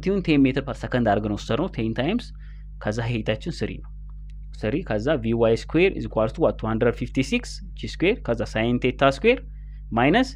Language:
Amharic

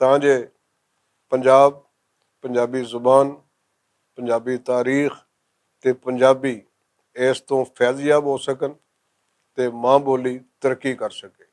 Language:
Western Panjabi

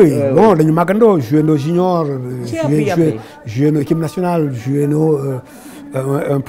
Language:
Wolof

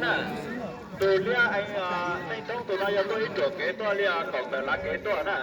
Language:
Hmong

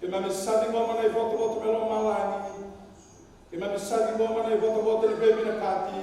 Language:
Fijian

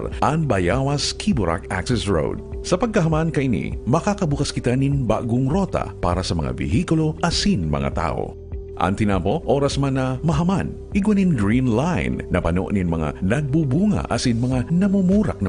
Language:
Bikol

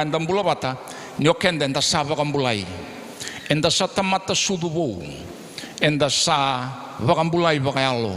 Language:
Fijian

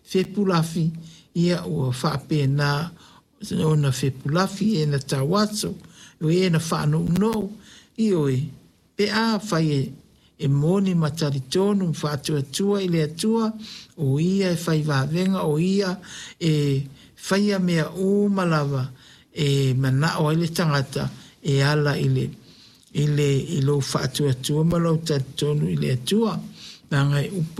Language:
Samoan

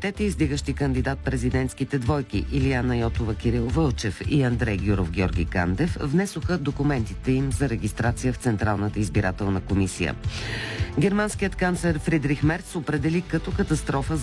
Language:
Bulgarian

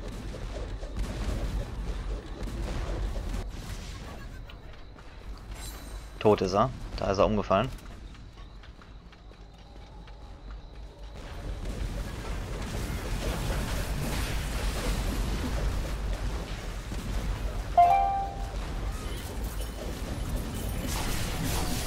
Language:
German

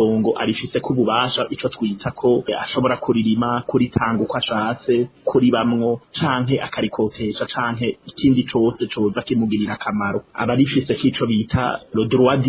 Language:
Rundi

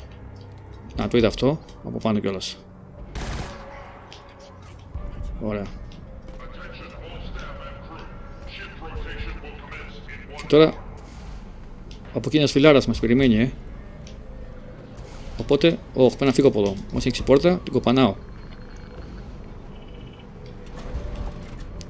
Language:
Greek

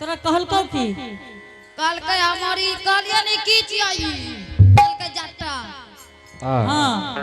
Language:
Angika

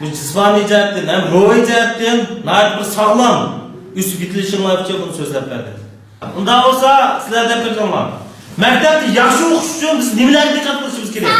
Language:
Uyghur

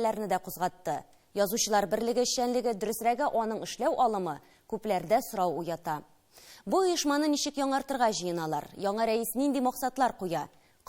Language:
Tatar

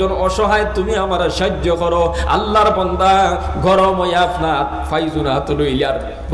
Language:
Sylheti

